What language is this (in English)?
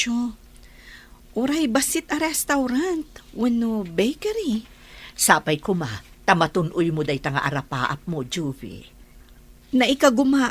Iloko